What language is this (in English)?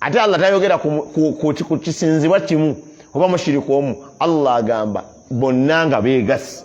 Ganda